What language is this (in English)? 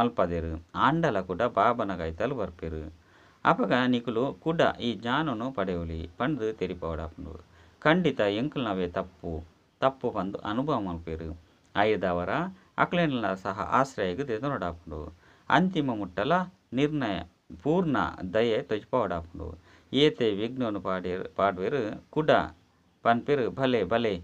Tulu